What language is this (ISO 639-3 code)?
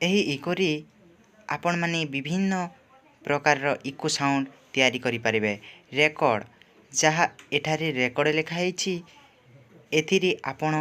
ori